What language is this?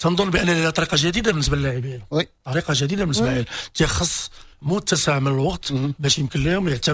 Moroccan Arabic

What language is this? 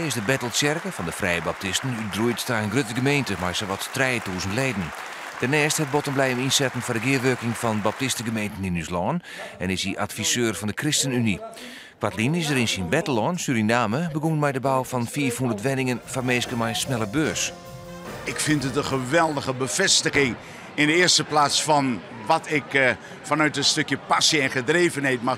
Western Frisian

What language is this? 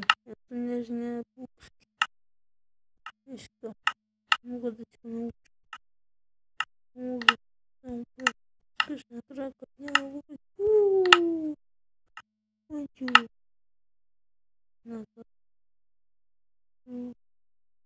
Bulgarian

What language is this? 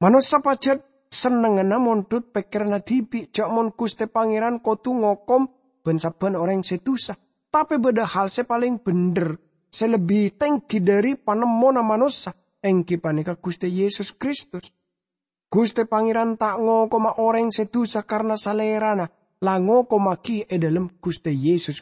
Madurese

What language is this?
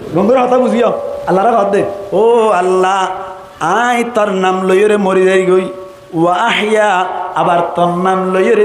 Rohingya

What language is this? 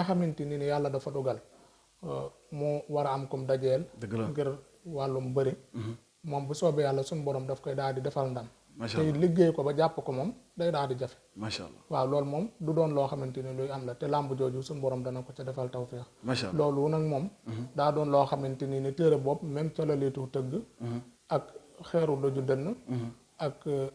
Wolof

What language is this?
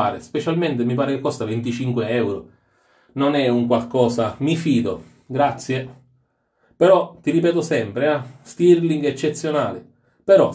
Italian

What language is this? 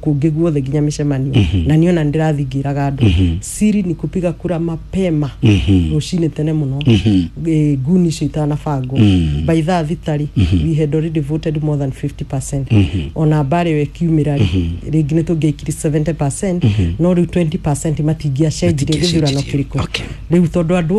Kikuyu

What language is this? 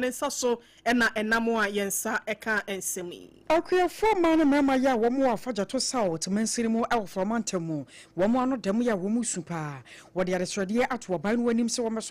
Akan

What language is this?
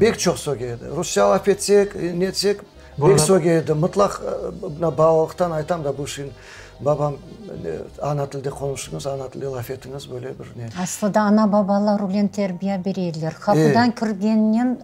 Crimean Tatar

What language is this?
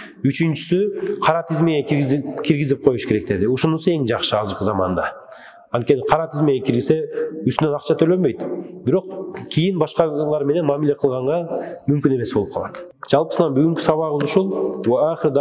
Kyrgyz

